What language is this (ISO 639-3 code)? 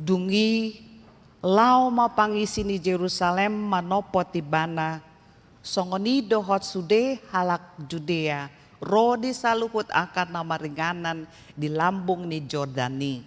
bbc